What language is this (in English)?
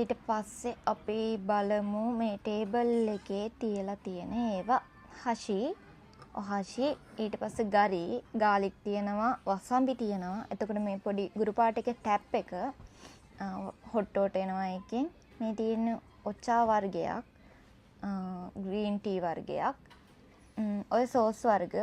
Sinhala